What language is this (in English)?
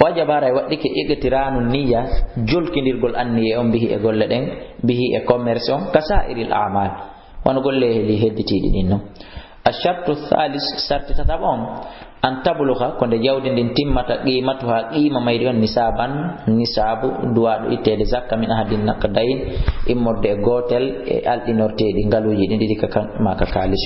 Fula